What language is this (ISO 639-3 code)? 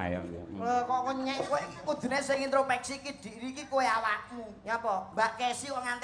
jav